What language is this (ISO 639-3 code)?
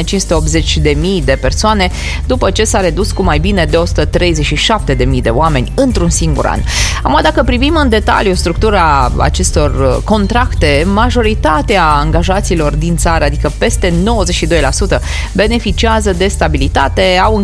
ron